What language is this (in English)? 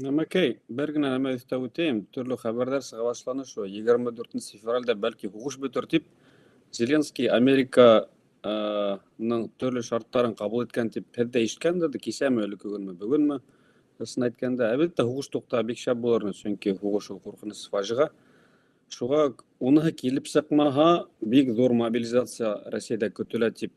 Bashkir